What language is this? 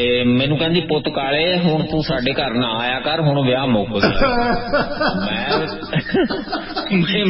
Punjabi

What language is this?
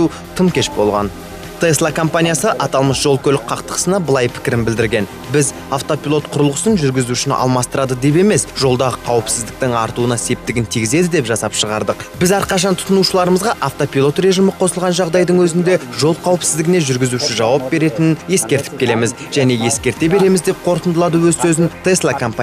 Kazakh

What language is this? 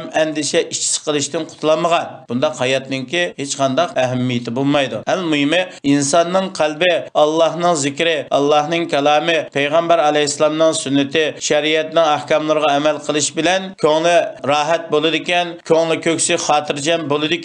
Uyghur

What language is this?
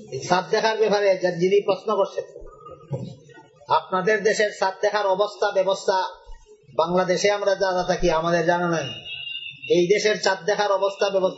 Bangla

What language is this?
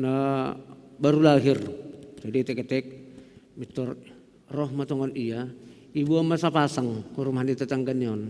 Batak Simalungun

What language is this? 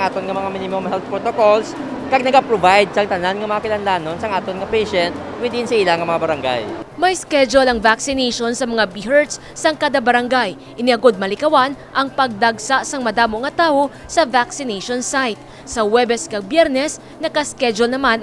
Hiligaynon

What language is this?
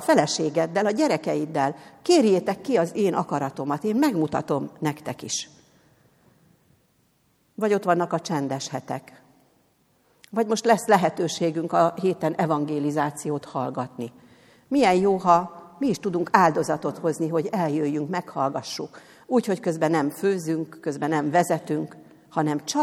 Hungarian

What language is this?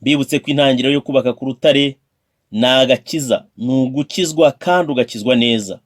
Kinyarwanda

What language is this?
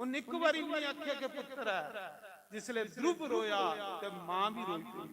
Dogri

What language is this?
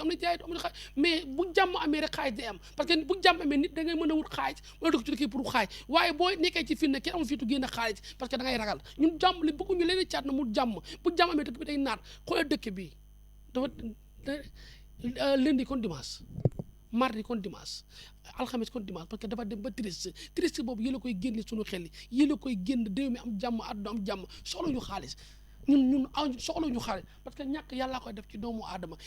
Wolof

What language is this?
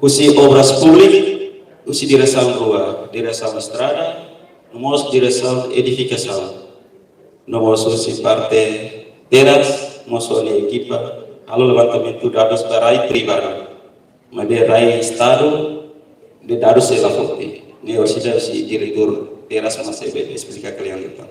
Tetum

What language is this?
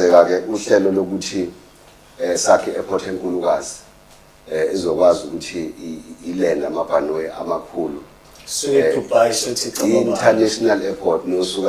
Zulu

